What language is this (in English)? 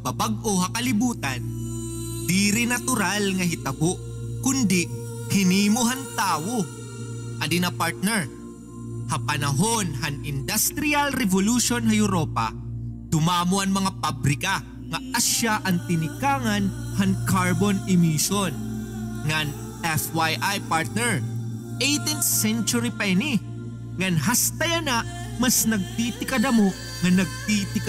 Waray